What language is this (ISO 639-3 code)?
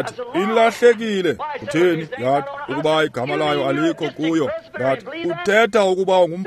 xho